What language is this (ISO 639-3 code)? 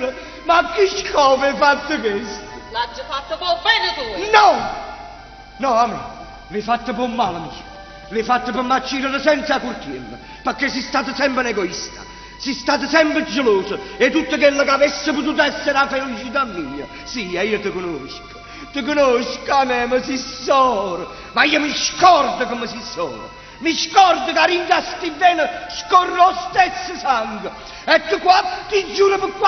nap